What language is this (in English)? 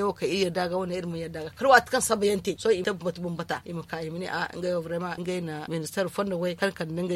Zarma